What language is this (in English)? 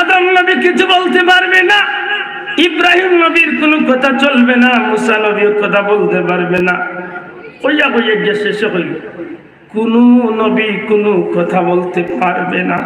Sylheti